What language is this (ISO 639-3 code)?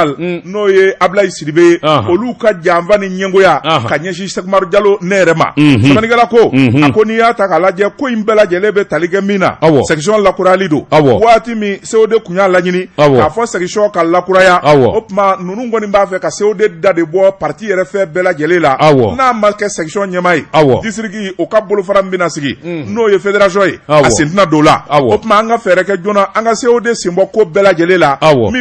bam